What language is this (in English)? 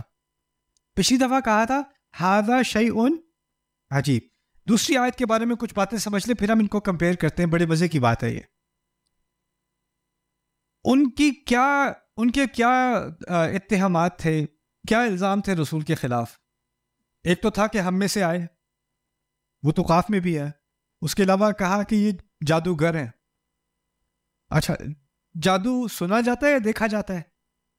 Urdu